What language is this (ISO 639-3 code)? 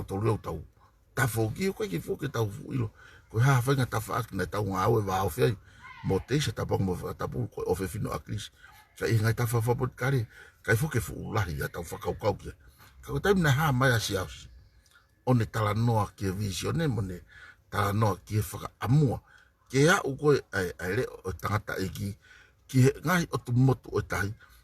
ton